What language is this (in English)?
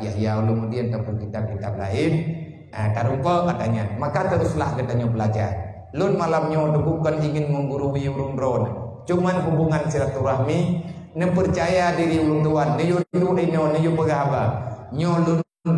Achinese